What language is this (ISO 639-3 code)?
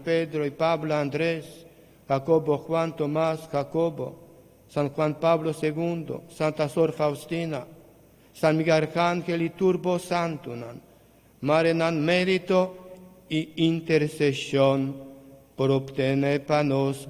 pap